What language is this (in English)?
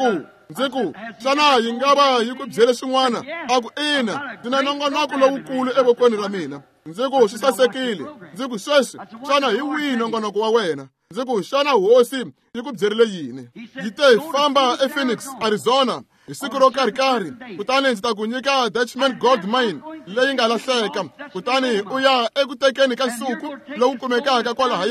Tsonga